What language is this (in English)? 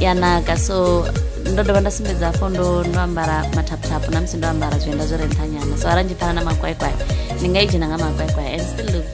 Venda